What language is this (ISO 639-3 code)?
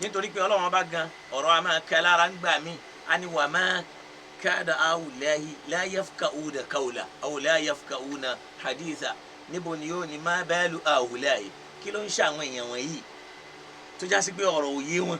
yor